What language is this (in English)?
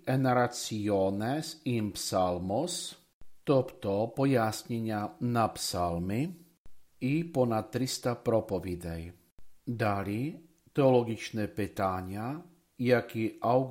Ukrainian